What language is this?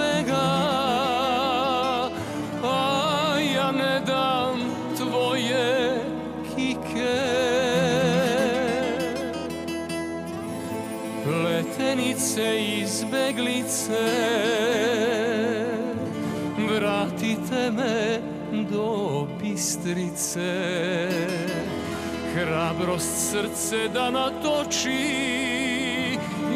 Serbian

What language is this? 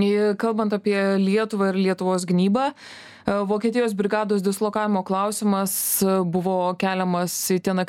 Lithuanian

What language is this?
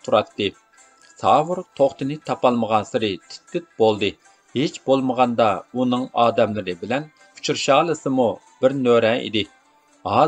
Uyghur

